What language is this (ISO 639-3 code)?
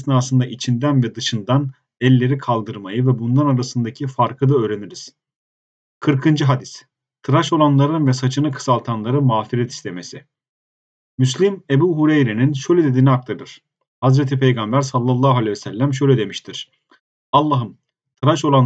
tur